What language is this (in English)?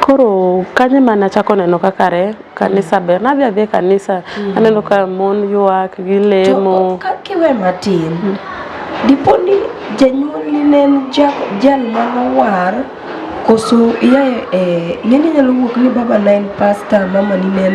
Luo (Kenya and Tanzania)